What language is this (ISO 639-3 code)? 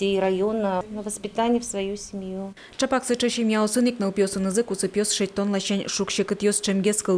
udm